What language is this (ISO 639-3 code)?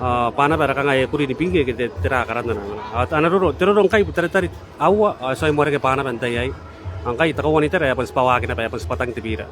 gil